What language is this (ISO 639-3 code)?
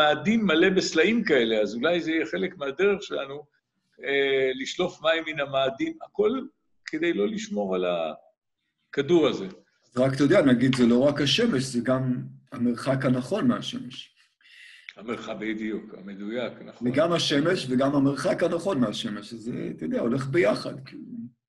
heb